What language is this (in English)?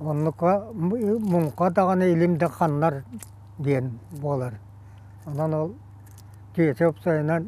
Yakut